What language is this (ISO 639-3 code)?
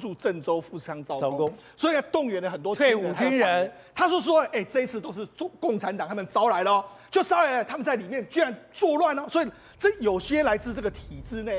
zho